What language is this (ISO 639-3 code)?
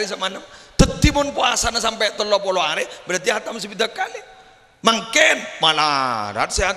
mad